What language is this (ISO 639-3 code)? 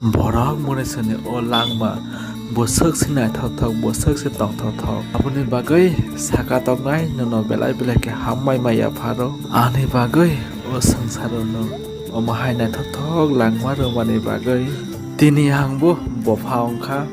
trp